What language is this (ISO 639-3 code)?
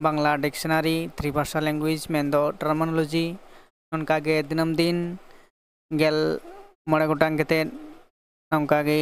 sat